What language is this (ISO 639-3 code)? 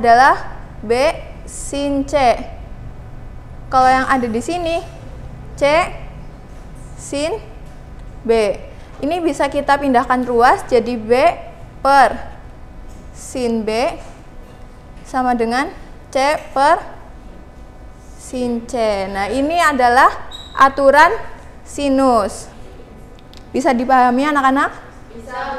ind